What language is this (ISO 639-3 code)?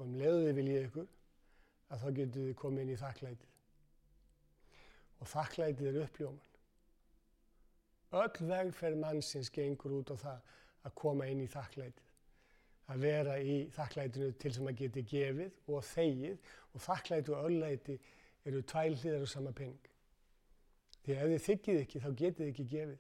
isl